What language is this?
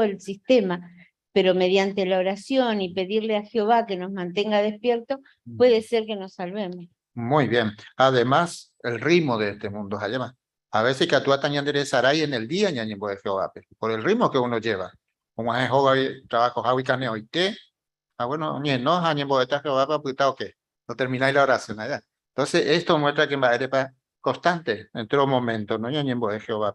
Guarani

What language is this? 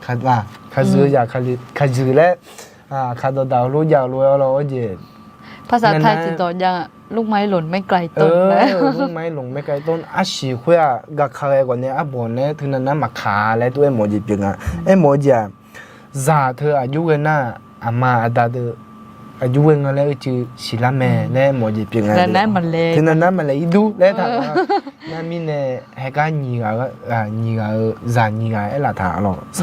Akha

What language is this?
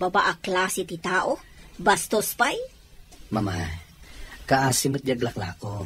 Iloko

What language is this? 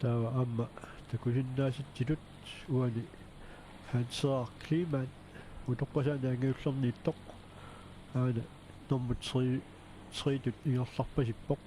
Kalaallisut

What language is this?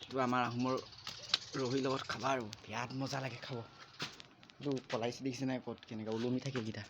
Assamese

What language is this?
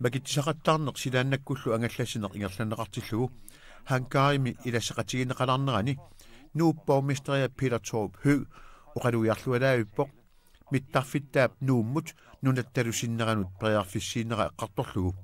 Kalaallisut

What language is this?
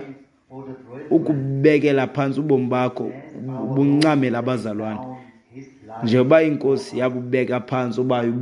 Xhosa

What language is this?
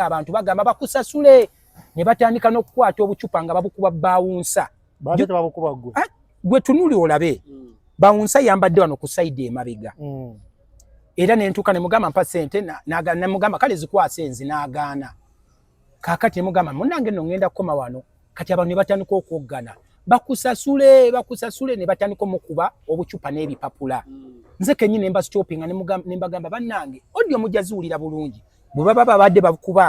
Ganda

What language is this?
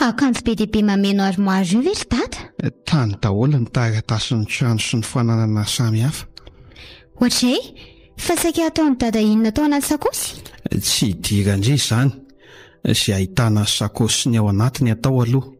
Malagasy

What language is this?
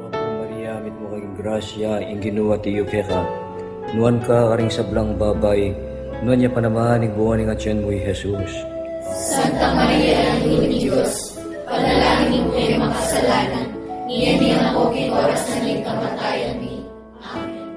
Pampanga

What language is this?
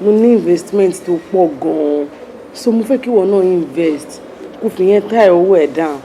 Yoruba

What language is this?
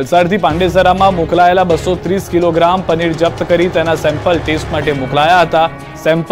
Gujarati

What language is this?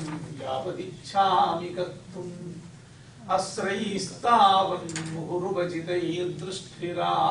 Sanskrit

